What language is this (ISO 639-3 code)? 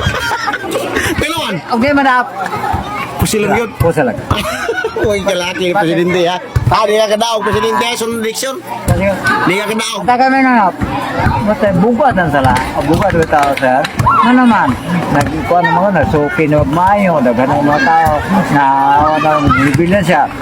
ceb